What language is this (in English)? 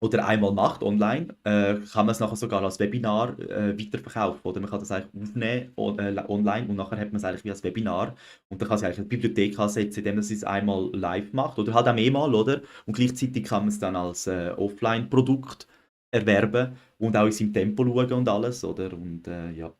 Swiss German